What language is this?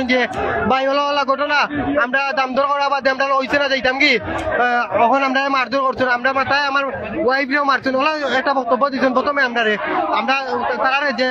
Sylheti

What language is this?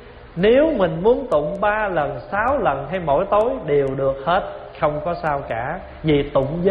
Vietnamese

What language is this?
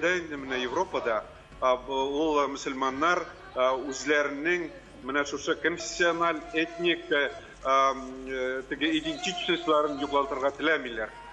Tatar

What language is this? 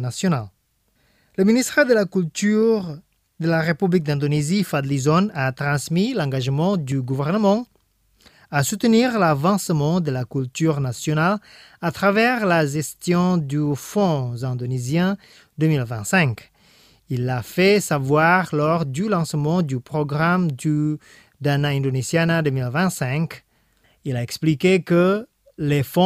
French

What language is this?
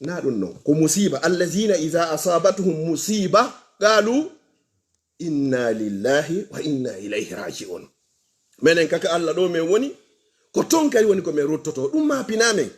Fula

